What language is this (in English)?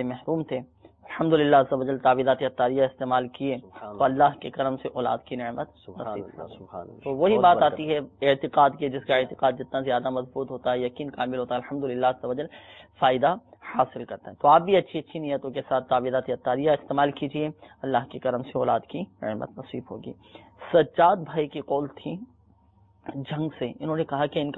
Urdu